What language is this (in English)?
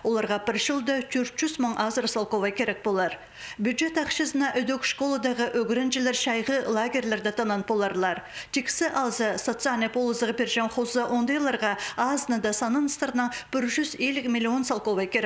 Khakas